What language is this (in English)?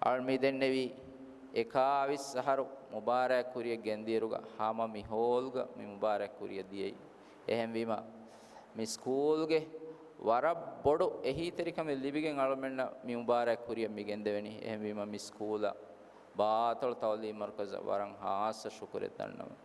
Divehi